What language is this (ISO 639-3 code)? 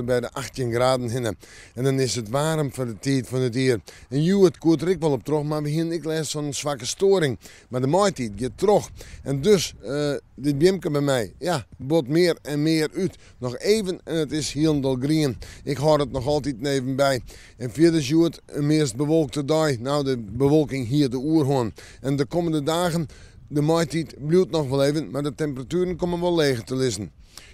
fry